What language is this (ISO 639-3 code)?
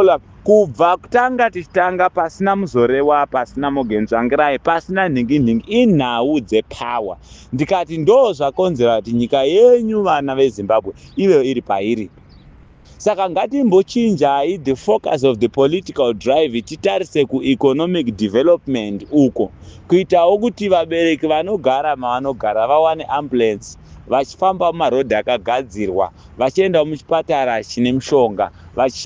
sna